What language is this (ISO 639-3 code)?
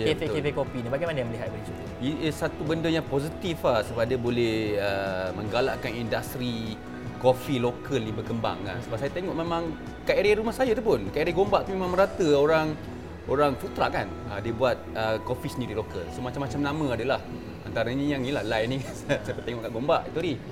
msa